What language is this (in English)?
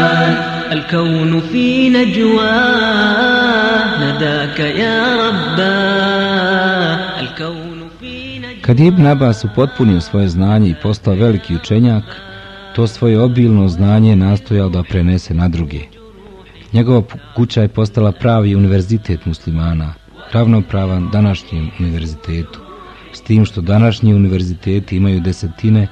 Bosnian